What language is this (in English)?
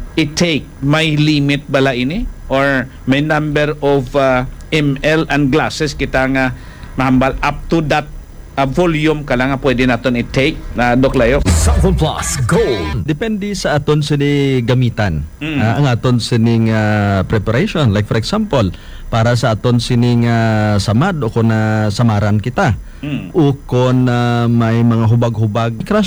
Hiligaynon